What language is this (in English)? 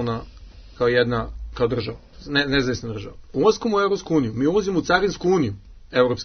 Serbian